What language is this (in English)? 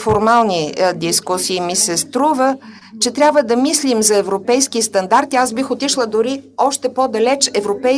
Bulgarian